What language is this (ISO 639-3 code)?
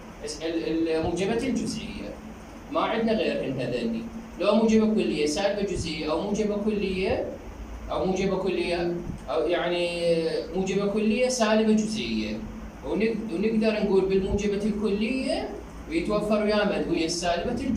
acm